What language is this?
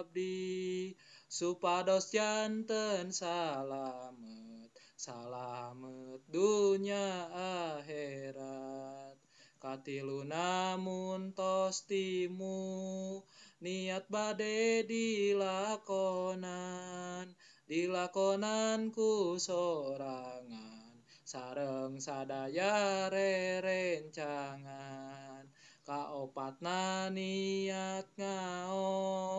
Sundanese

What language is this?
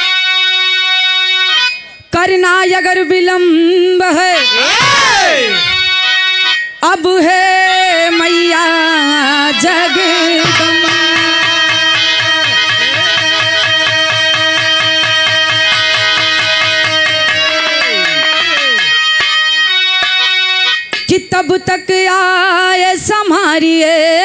Bhojpuri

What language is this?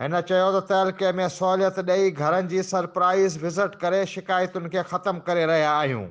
Sindhi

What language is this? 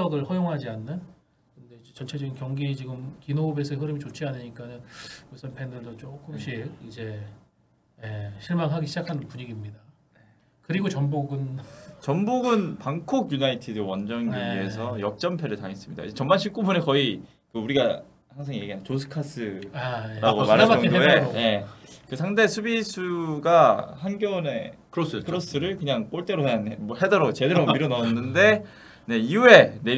Korean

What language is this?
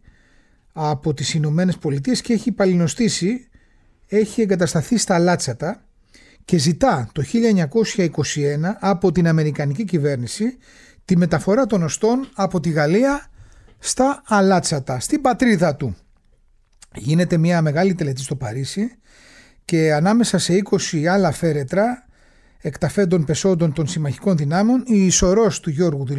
Greek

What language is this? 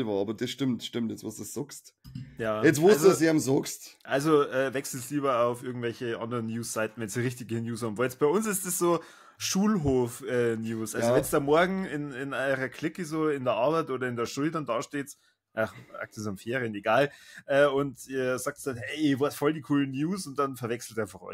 Bavarian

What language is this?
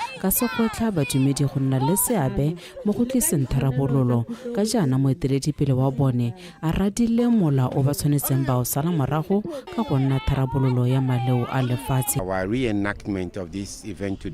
Tswana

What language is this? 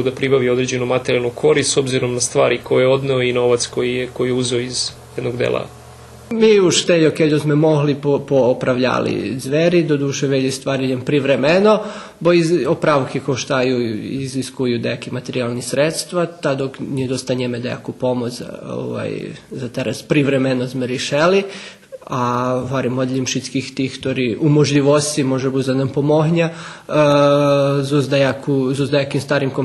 Rusyn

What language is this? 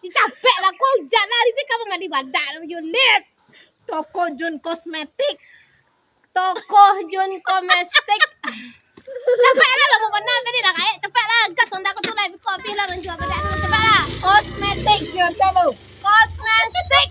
Minangkabau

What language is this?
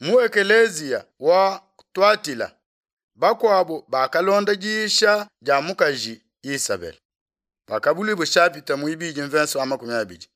Luba-Lulua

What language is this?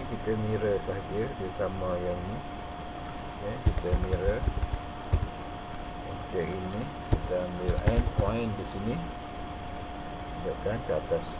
Malay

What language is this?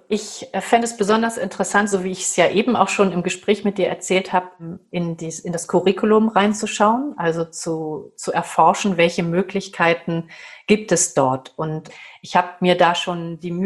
German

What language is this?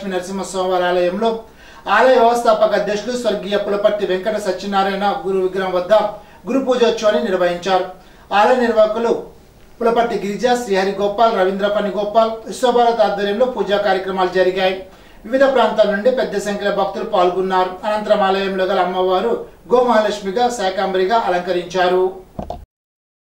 Telugu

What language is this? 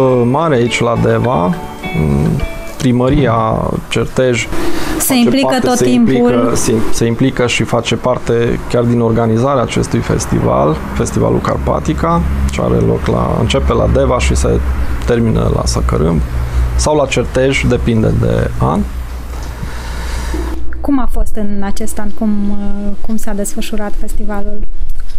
Romanian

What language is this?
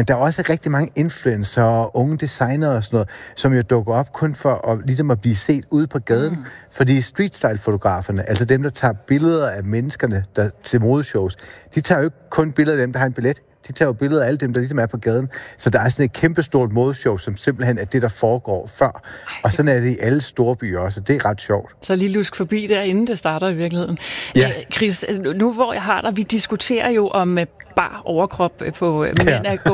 Danish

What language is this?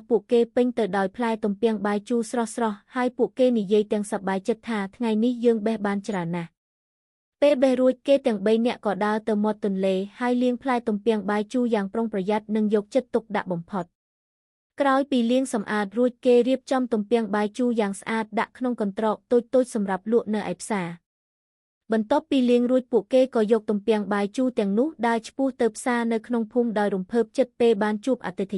Khmer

